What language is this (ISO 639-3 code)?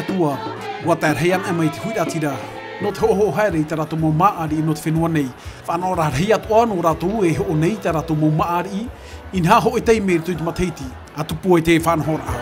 tah